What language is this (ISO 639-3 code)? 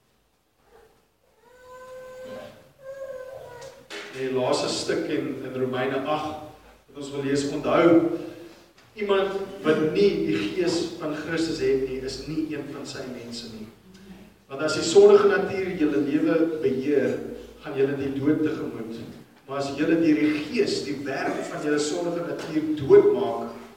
afr